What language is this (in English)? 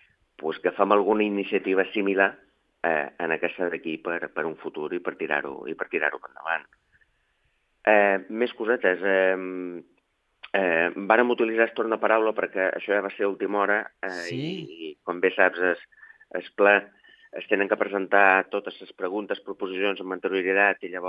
Catalan